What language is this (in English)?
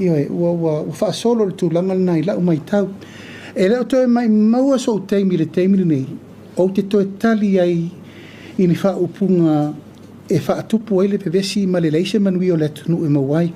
Samoan